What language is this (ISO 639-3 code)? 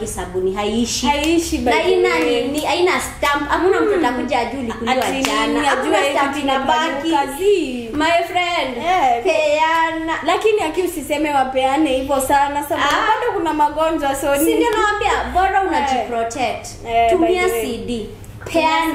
swa